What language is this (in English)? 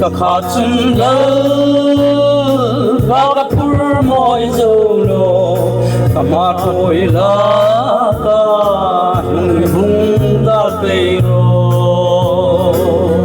Hmar